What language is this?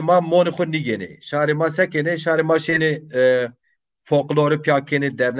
Zaza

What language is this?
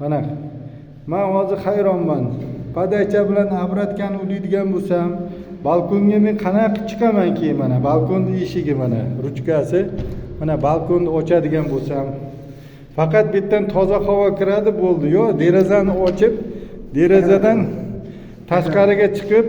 Uzbek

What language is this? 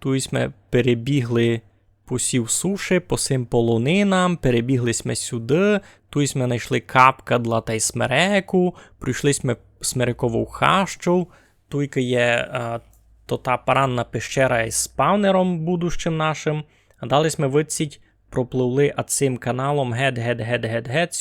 Rusyn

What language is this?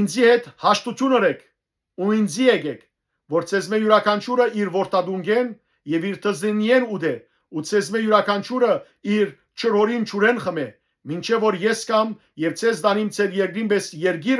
Western Armenian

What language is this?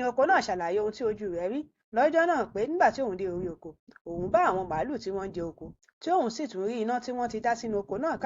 Yoruba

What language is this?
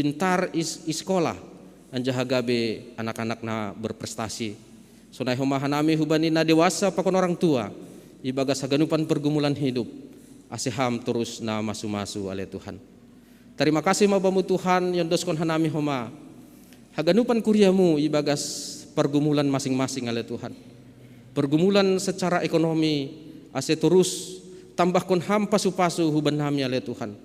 Batak Simalungun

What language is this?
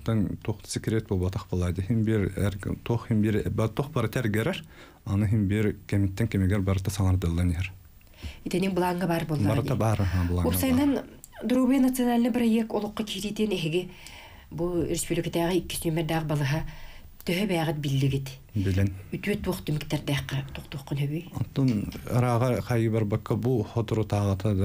Yakut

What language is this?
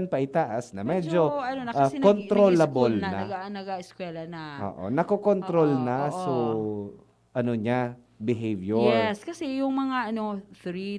Bikol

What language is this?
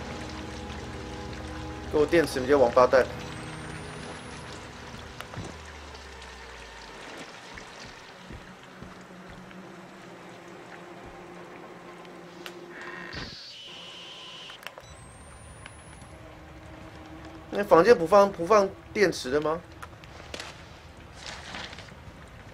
Chinese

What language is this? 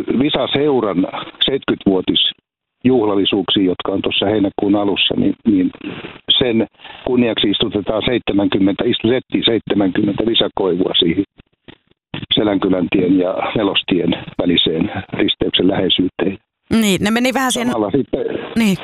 Finnish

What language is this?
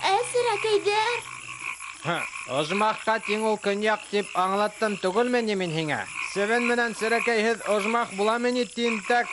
Bashkir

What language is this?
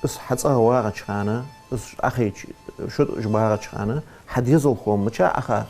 Ingush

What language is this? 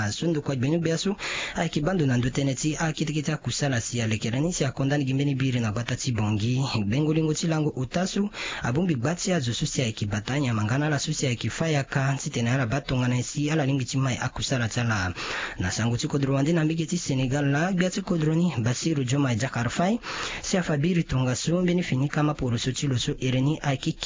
Sango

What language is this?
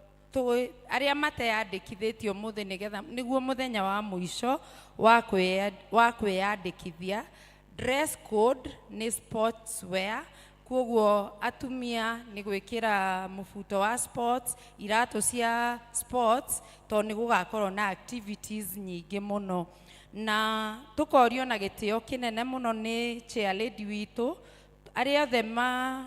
Kikuyu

